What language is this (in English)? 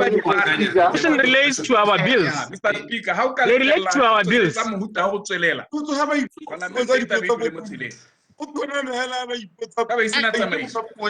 Tswana